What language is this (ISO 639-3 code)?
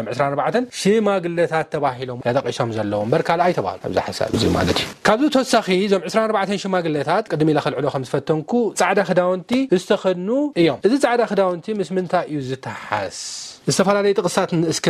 tir